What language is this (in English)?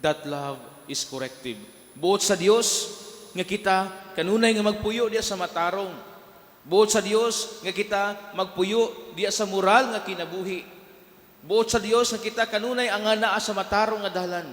Cebuano